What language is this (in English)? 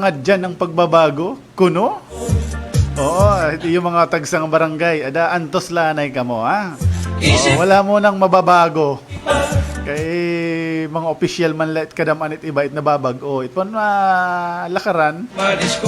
Waray